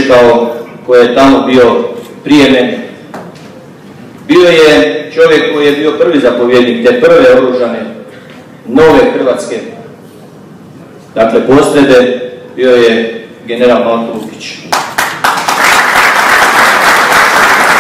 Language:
Croatian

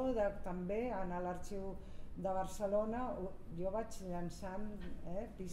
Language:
Catalan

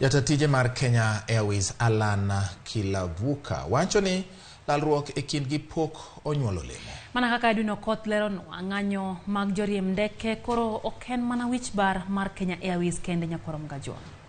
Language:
Luo (Kenya and Tanzania)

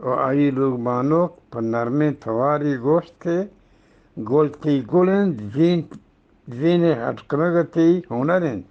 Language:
Eastern Balochi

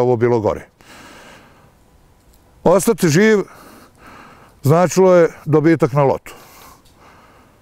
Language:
Bosnian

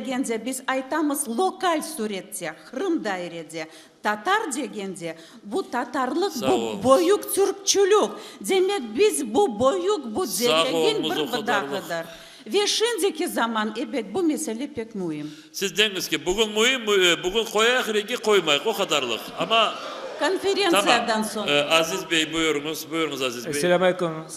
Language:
Crimean Tatar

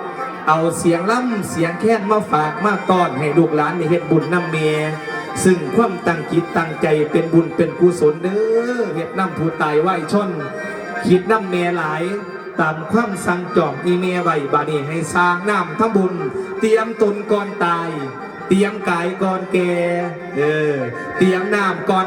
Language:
Northeastern Thai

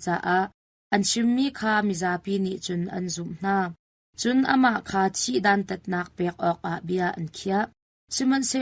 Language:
Hakha Chin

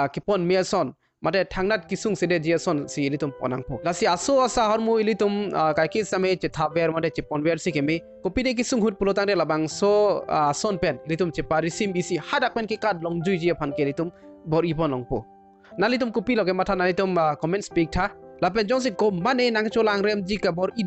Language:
Karbi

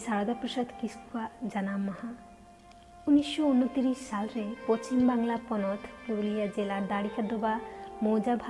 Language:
Santali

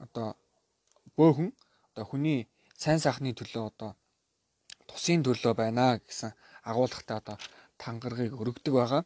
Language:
Mongolian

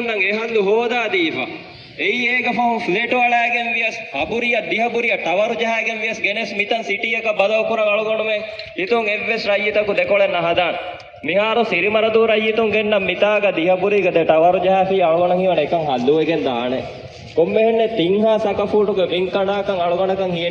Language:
Divehi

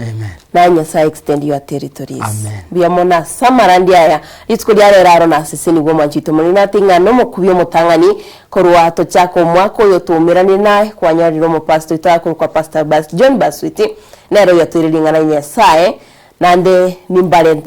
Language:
Gusii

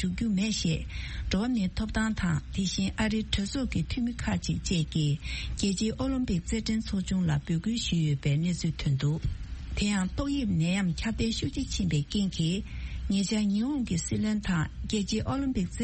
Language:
Tibetan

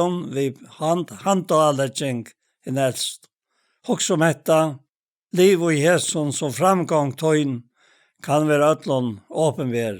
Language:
Faroese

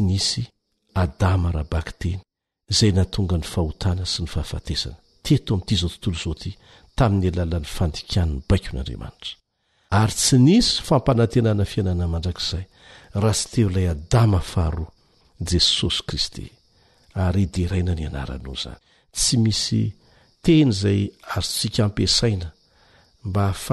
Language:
Malagasy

